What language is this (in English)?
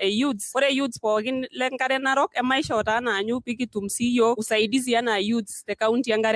Masai